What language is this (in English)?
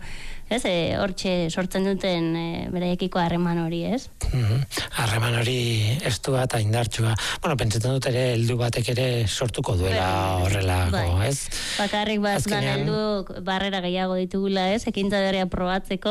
Basque